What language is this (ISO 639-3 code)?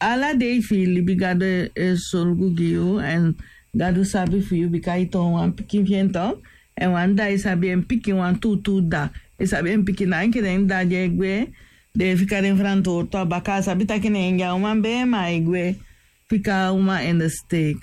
srn